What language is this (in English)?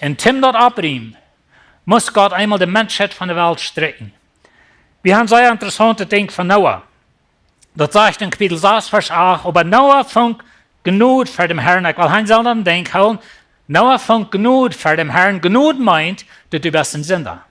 Plautdietsch